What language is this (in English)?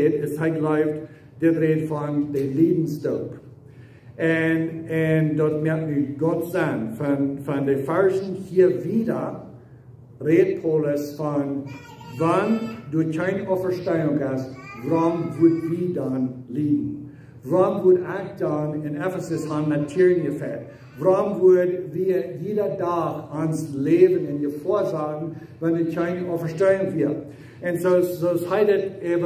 Plautdietsch